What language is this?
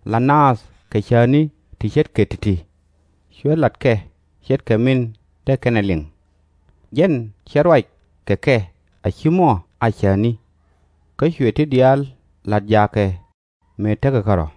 Nuer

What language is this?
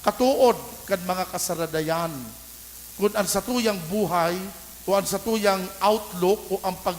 Bikol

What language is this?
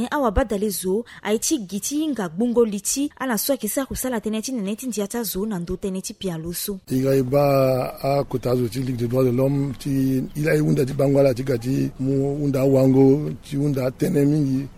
Sango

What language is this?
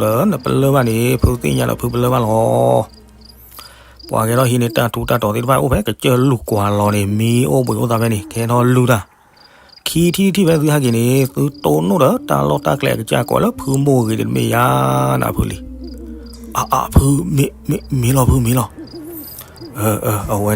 S'gaw Karen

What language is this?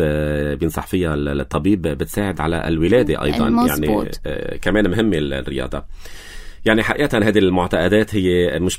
North Levantine Arabic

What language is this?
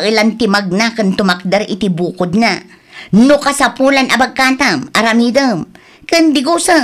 Iloko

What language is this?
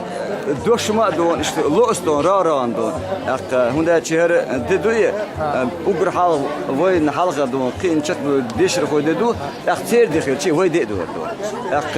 Chechen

